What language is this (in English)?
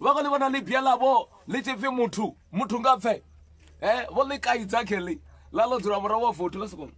Venda